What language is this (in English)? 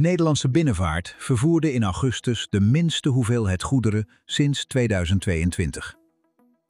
Dutch